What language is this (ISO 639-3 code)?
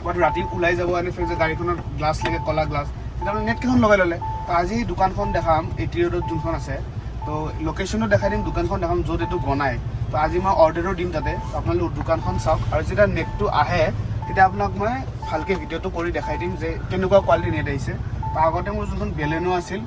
asm